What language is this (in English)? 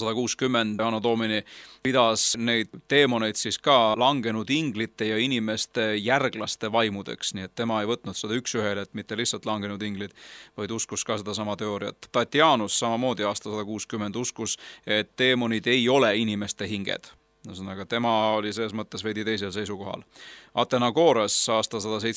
Estonian